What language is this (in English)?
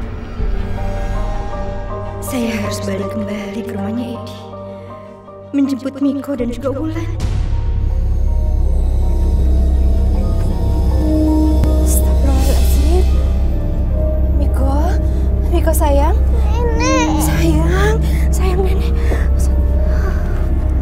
Indonesian